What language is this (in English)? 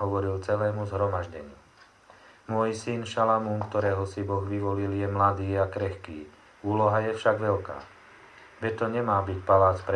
Slovak